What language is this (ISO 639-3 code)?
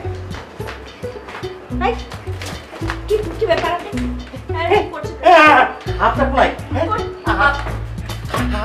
ben